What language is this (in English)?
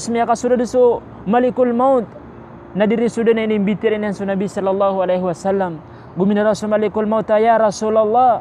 Maranao